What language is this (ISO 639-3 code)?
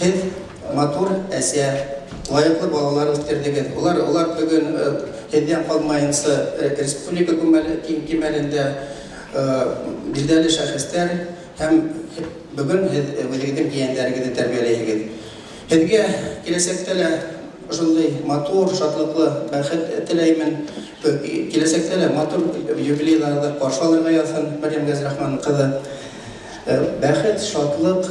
bak